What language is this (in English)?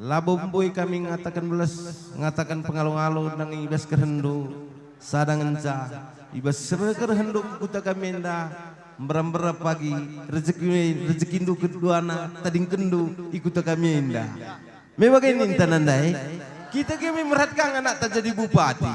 Batak Karo